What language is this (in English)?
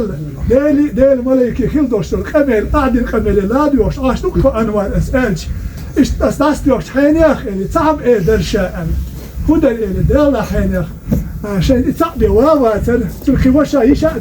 Ingush